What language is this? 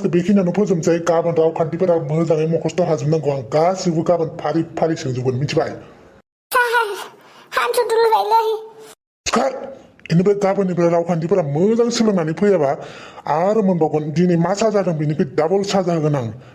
Bodo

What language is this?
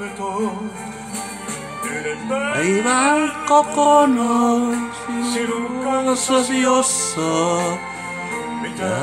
Finnish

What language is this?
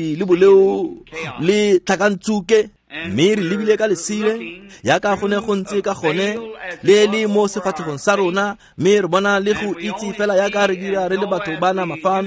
Tswana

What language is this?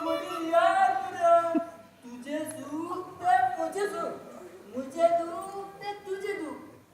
Konkani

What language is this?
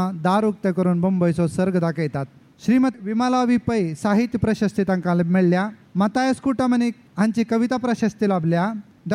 Konkani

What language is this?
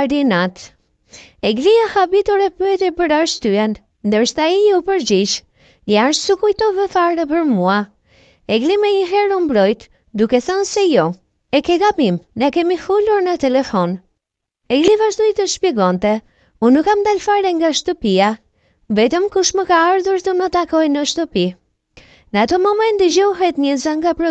Albanian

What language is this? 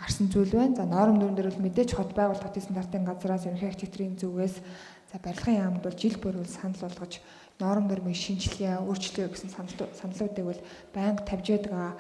Mongolian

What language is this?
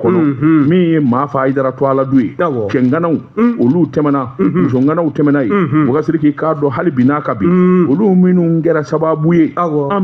Bambara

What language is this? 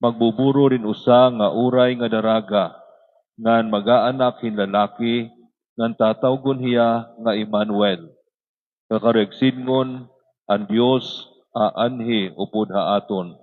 Waray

